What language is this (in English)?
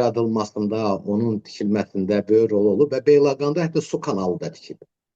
Azerbaijani